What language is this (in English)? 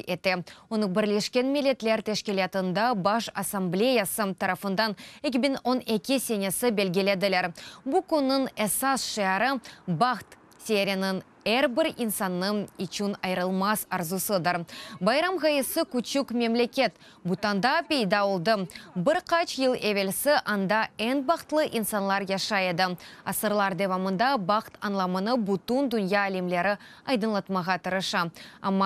Crimean Tatar